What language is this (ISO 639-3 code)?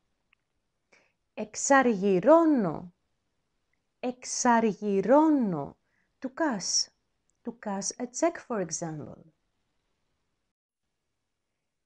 ell